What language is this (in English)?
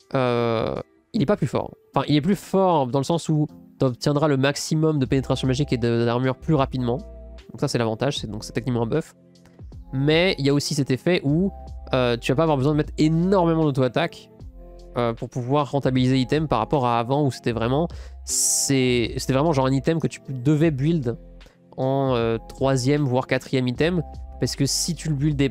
French